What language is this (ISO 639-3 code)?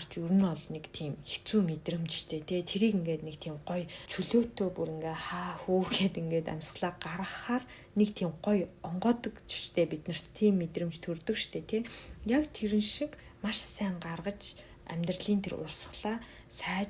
mon